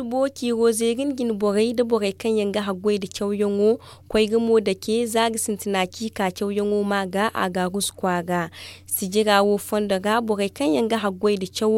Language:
Zarma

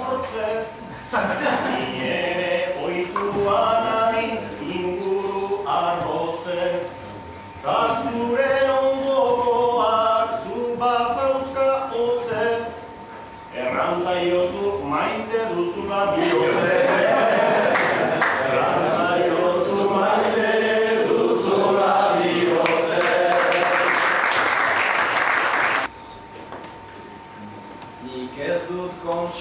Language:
Basque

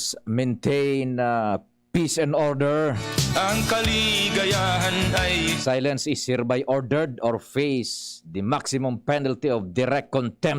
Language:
Bikol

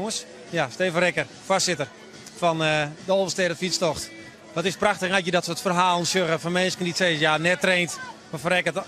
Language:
Western Frisian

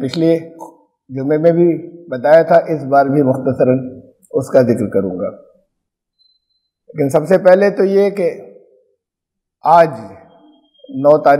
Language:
Urdu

